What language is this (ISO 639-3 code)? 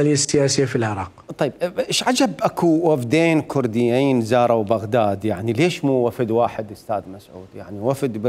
acm